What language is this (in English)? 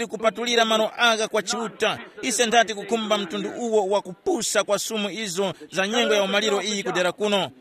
Tumbuka